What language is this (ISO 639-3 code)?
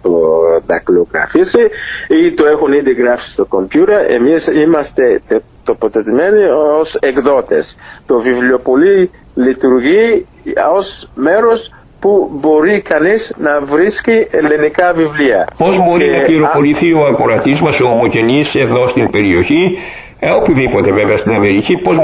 ell